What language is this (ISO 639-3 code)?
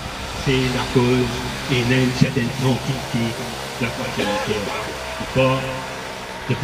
mfe